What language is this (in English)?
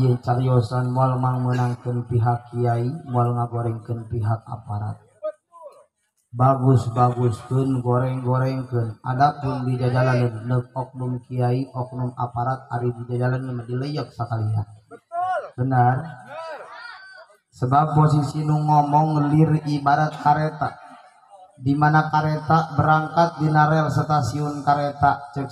Sundanese